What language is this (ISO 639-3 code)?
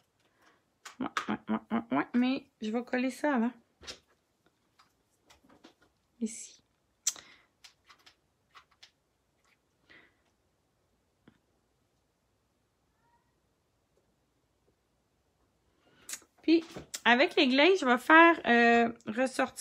fra